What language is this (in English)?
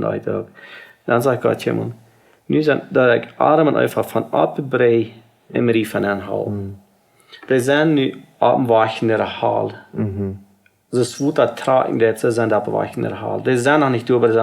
Plautdietsch